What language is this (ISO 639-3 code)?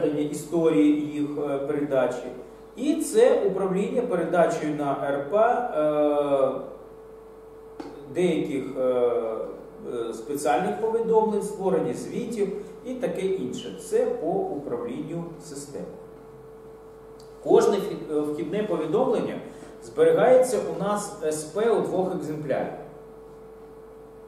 ukr